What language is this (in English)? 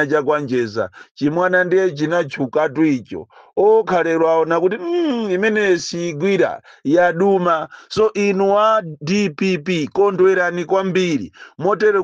Nyanja